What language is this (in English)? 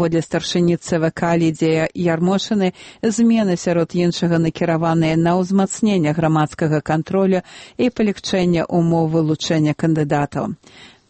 Belarusian